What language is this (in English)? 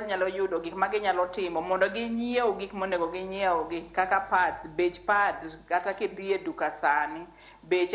Luo (Kenya and Tanzania)